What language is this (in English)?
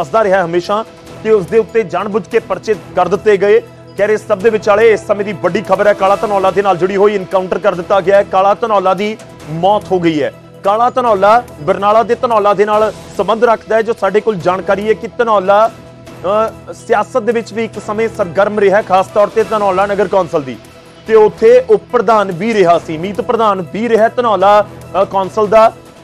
Punjabi